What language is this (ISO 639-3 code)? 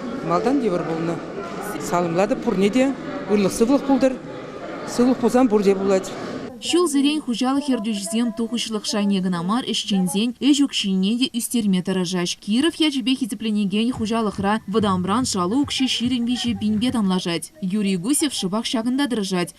chv